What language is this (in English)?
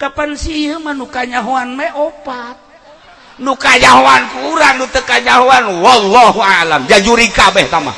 Sundanese